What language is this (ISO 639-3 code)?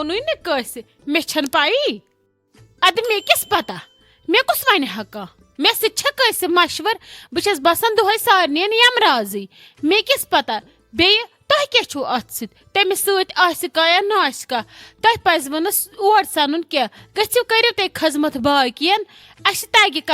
kas